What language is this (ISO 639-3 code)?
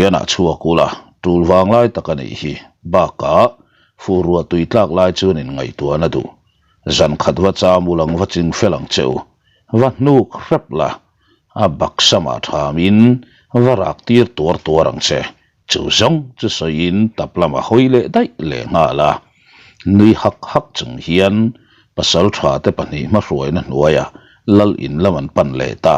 lus